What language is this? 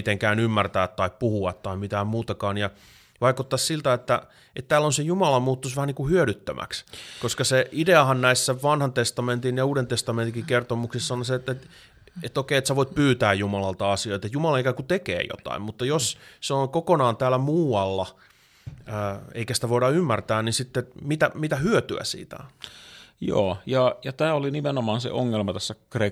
Finnish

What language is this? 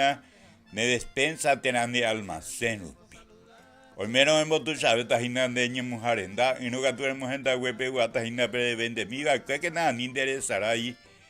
Guarani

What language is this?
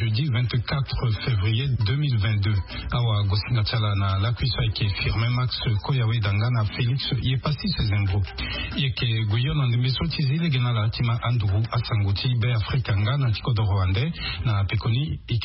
Sango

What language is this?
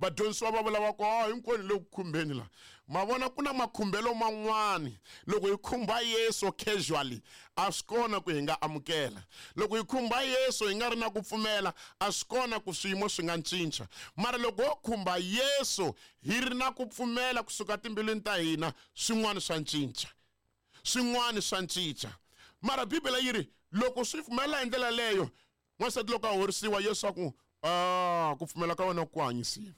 Tsonga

